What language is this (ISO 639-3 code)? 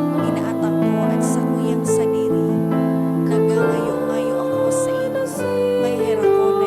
bik